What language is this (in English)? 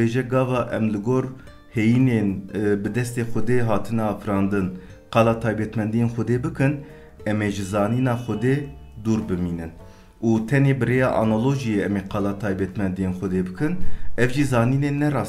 Kurdish